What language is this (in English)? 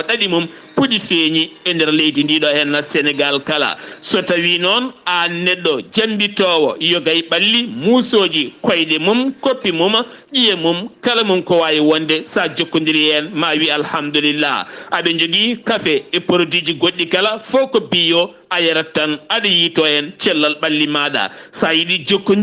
Fula